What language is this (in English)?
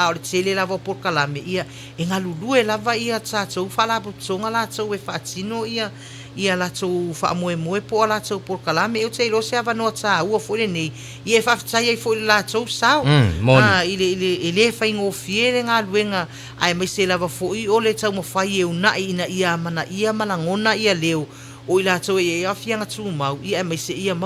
Samoan